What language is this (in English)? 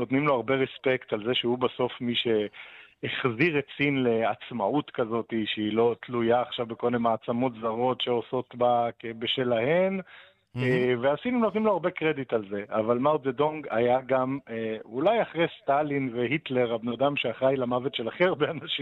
Hebrew